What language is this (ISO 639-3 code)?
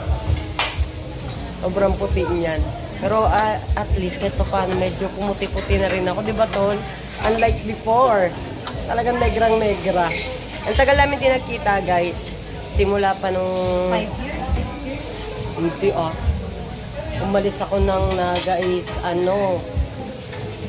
fil